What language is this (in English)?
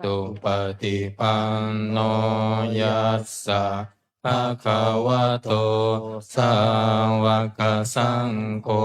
Pali